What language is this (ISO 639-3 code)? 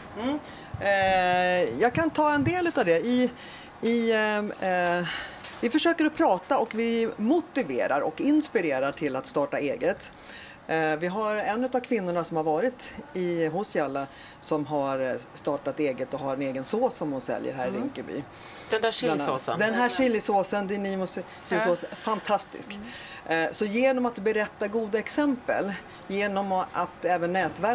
swe